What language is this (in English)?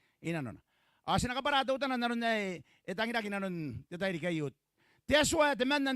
Gilbertese